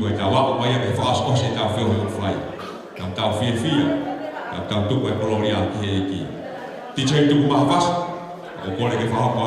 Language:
Tongan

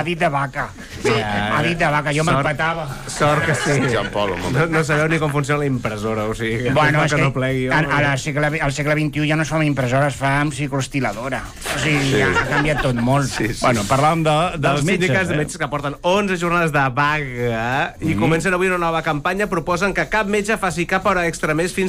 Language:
Catalan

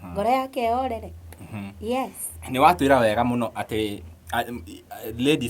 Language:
Kikuyu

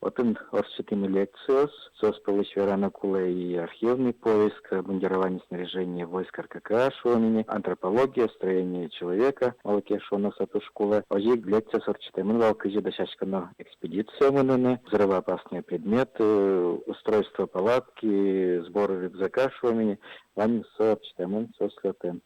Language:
Udmurt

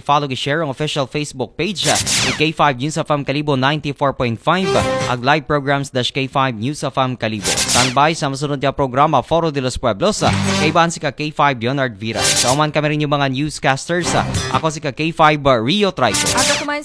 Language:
Aklanon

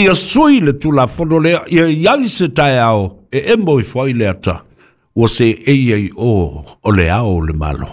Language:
Samoan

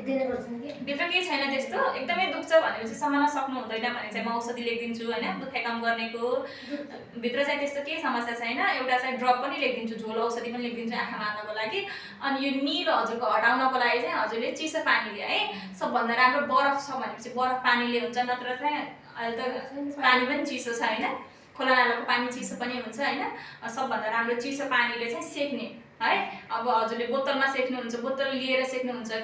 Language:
Nepali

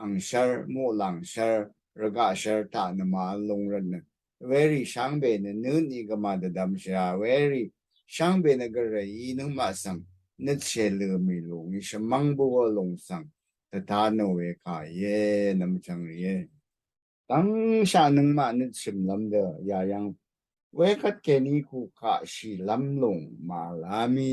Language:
Rawang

